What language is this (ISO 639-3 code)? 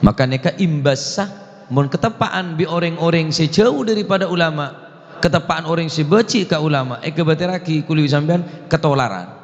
mad